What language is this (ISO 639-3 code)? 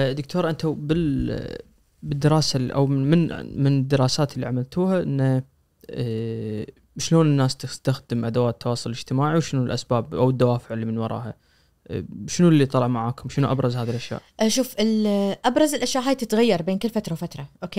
ars